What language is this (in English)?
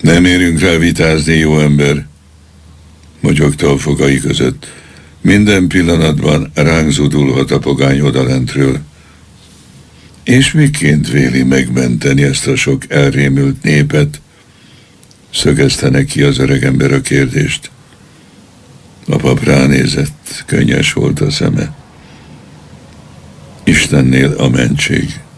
Hungarian